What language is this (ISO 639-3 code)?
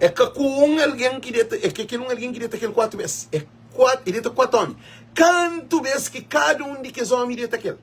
kea